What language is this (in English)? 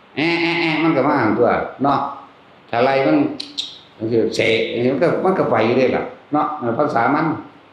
Northeastern Thai